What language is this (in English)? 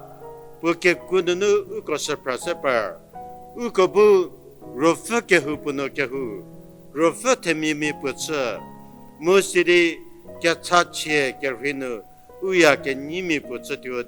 Angami Naga